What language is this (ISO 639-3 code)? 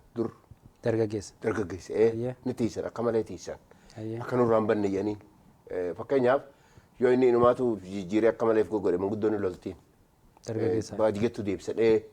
orm